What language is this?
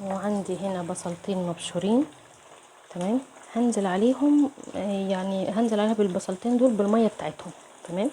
Egyptian Arabic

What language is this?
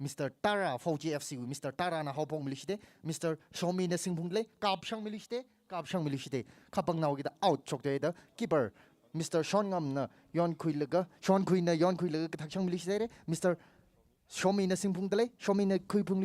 Tangkhul Naga (India)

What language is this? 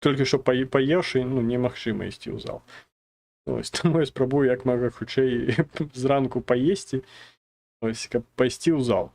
Belarusian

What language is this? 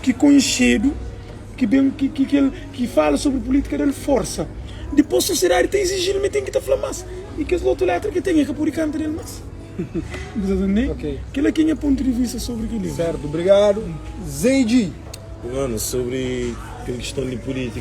Kabuverdianu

